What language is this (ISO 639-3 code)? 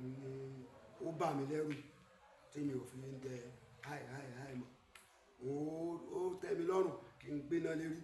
yor